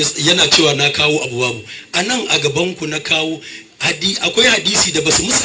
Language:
Hausa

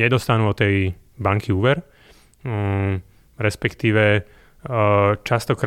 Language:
Slovak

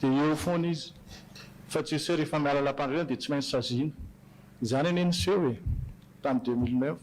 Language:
Malagasy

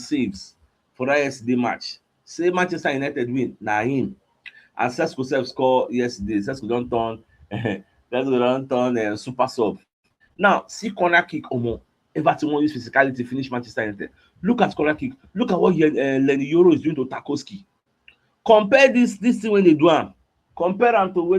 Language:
Nigerian Pidgin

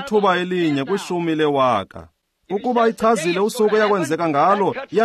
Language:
Xhosa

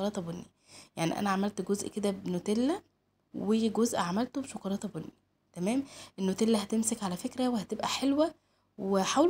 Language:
Egyptian Arabic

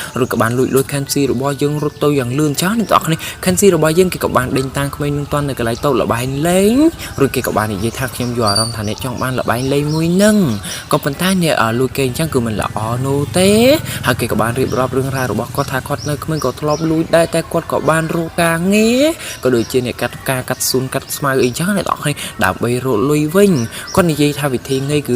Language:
Khmer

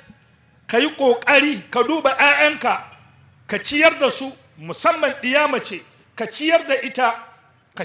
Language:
Hausa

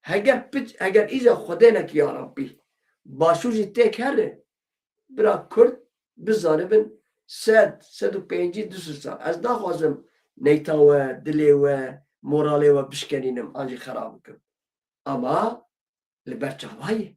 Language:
Kurdish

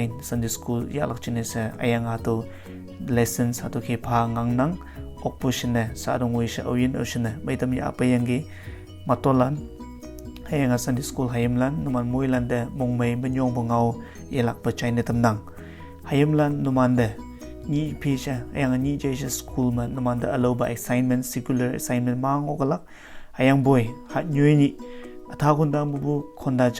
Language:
Konyak Naga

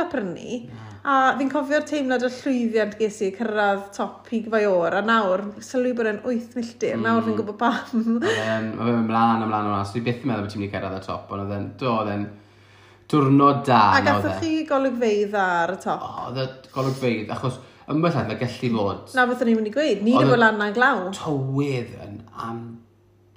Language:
Welsh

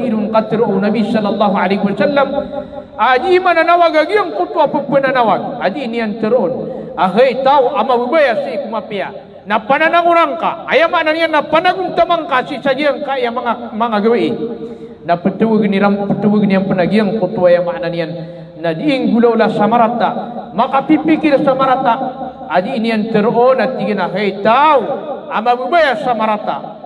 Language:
Maranao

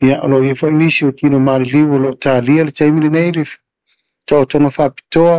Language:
Samoan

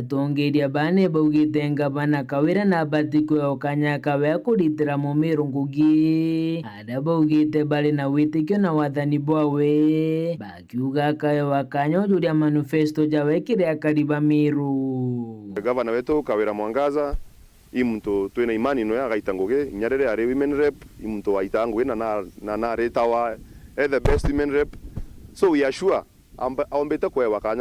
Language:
Meru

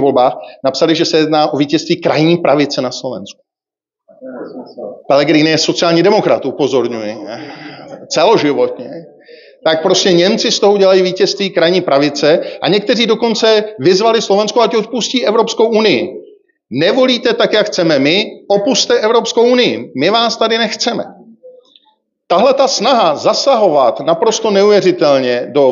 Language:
Czech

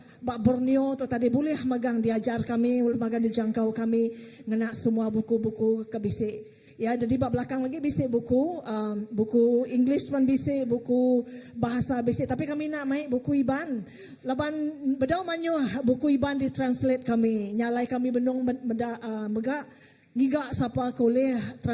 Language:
Iban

